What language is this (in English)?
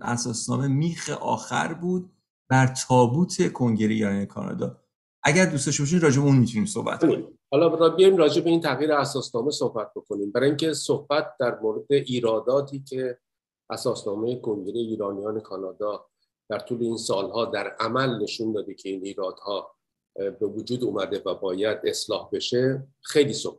Persian